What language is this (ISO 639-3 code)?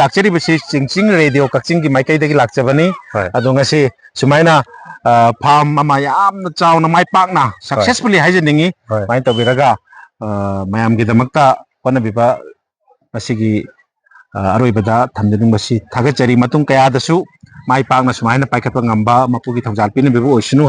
mni